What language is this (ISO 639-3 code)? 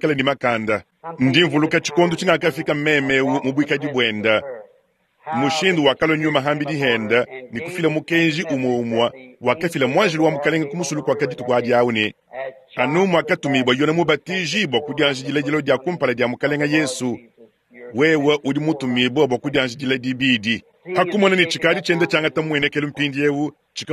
lua